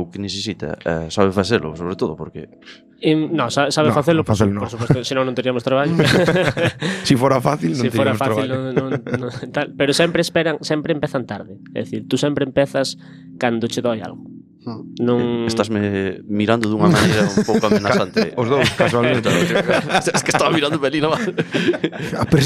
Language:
Galician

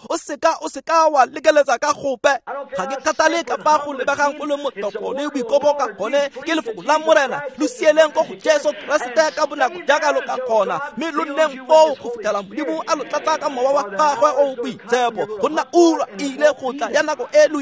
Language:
Tswana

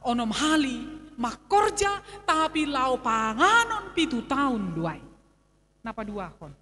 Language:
Batak Simalungun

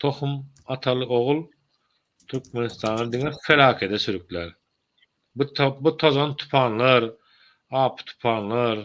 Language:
Turkmen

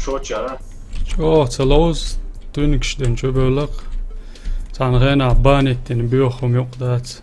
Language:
Chechen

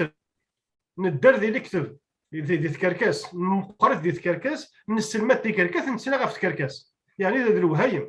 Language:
Kabyle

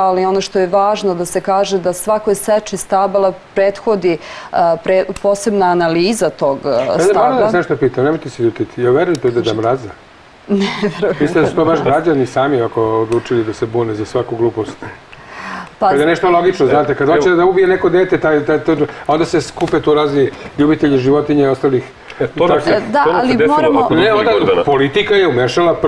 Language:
Serbian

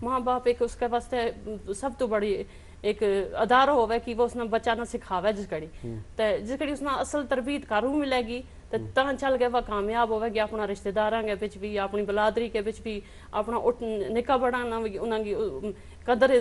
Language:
Gujari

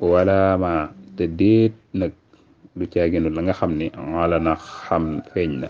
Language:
Wolof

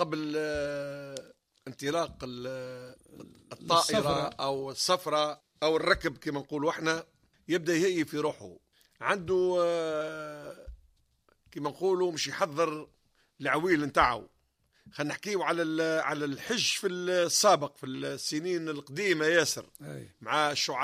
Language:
Tunisian Arabic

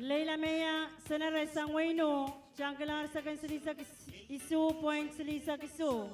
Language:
Pohnpeian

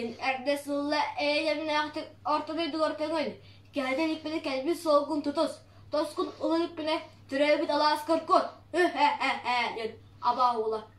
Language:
Yakut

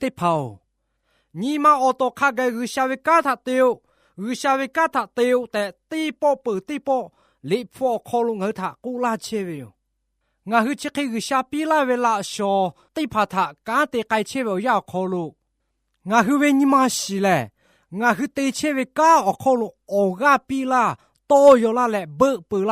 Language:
Lahu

